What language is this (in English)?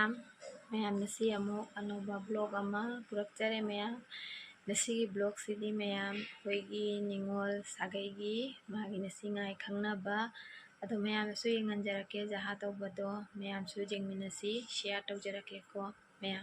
Manipuri